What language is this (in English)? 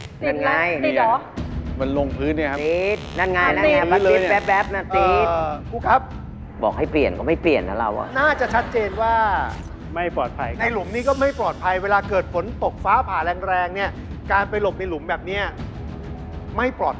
Thai